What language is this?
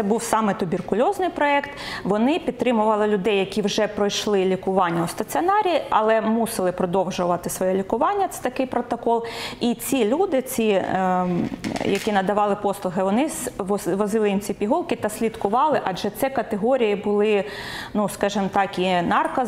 Ukrainian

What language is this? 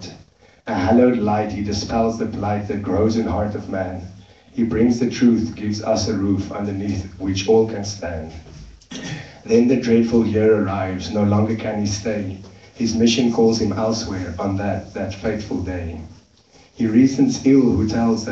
English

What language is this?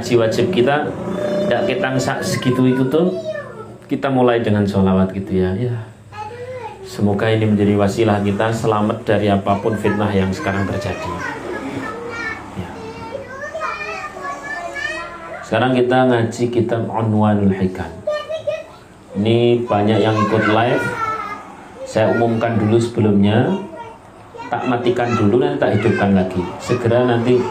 Indonesian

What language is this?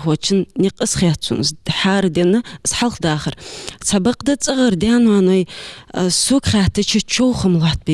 Ingush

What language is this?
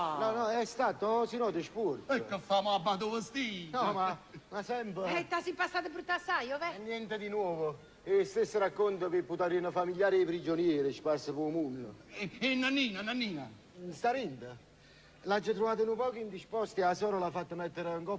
Neapolitan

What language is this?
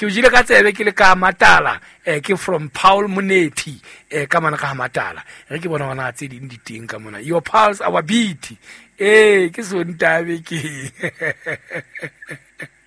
Southern Sotho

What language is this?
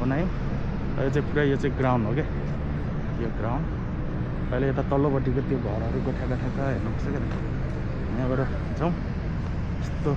Nepali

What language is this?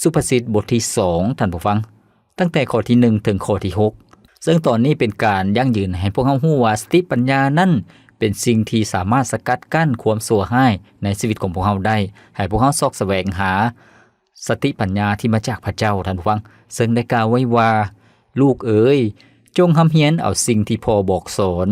Lao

